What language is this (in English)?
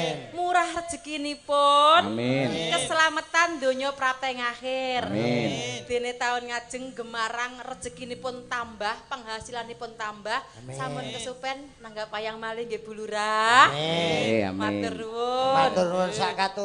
Javanese